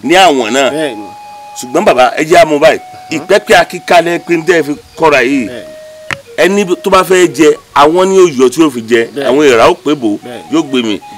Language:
Yoruba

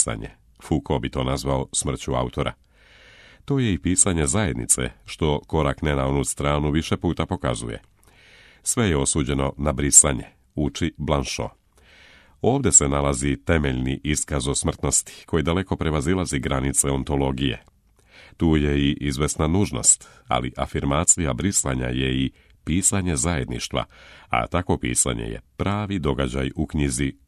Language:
Serbian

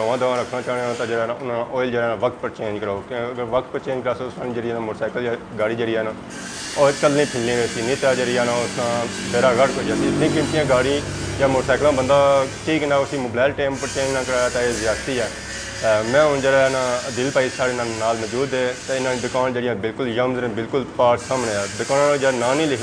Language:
Pahari-Potwari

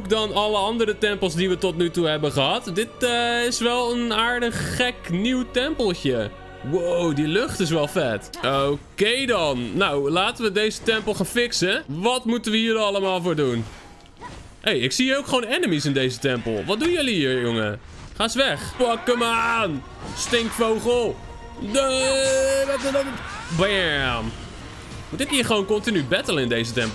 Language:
Dutch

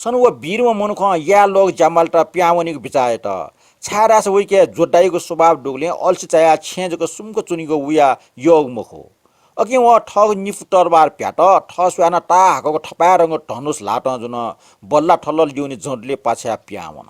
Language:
Newari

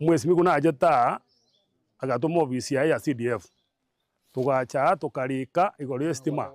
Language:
Gusii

